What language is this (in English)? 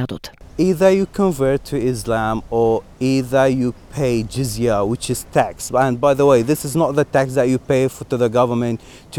Macedonian